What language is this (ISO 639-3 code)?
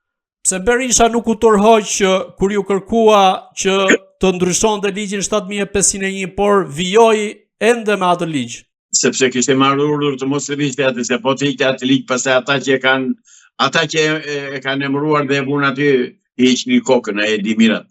sqi